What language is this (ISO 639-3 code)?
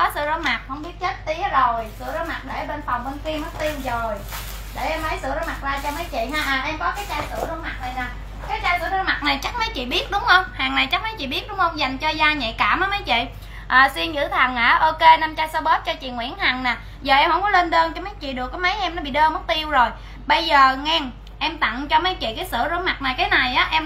vie